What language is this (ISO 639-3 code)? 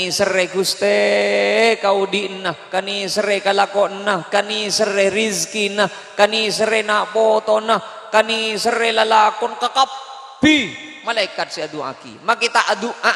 mad